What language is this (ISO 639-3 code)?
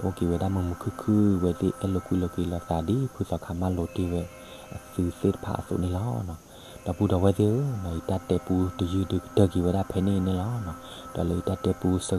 ksw